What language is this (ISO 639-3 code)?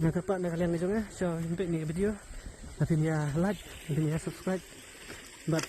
kha